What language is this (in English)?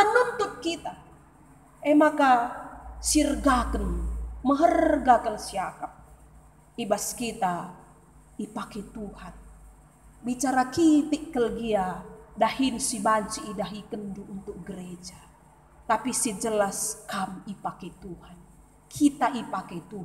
Batak Karo